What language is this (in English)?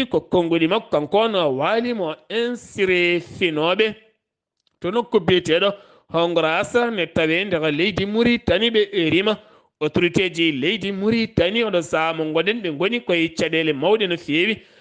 Fula